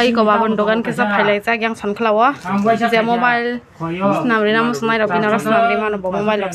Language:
Kok Borok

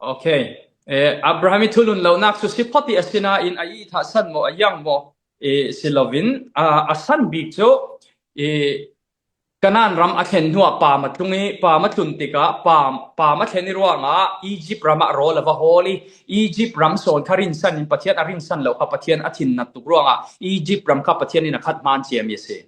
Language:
Falam Chin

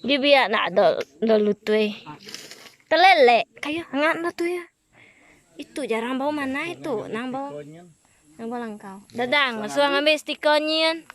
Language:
Iban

